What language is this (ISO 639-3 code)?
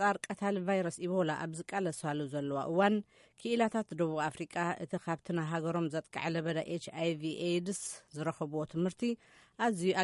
tir